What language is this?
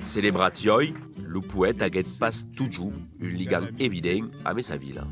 Occitan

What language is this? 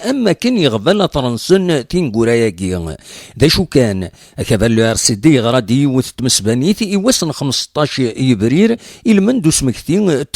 Kabyle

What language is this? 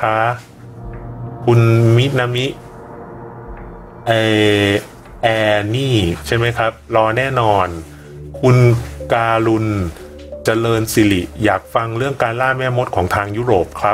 Thai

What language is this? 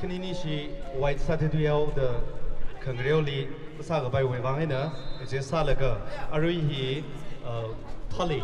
Tangkhul Naga (India)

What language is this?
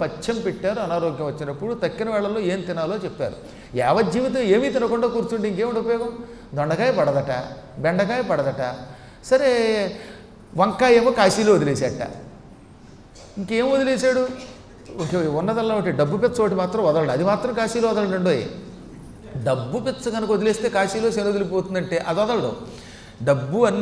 Telugu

